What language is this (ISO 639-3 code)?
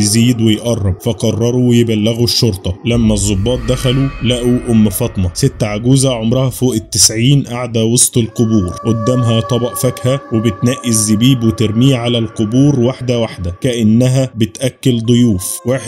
arz